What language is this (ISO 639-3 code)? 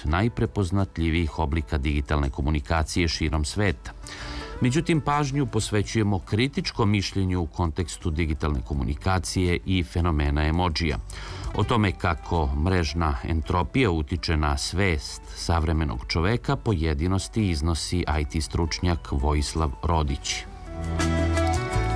srp